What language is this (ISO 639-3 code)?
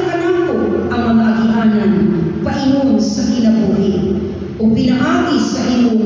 ceb